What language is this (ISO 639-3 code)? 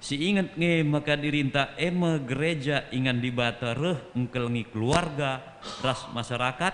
btx